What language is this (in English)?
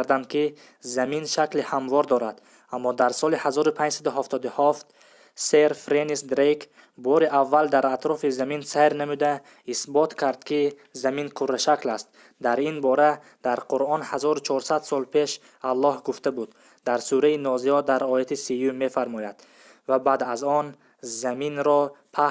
Tajik